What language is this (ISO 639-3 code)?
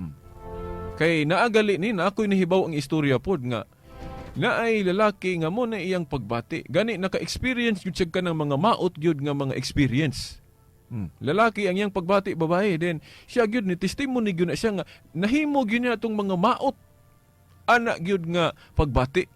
ceb